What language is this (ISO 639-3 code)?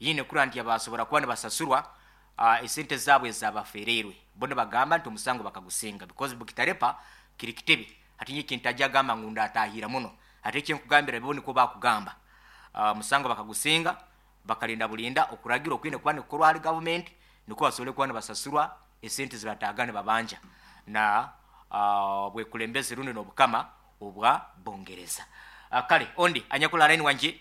nyn